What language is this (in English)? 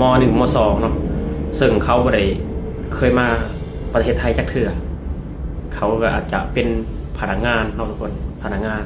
Lao